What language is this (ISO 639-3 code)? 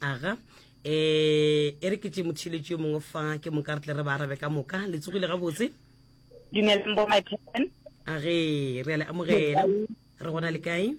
nso